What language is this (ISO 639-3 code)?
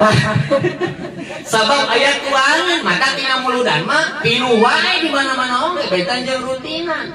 sun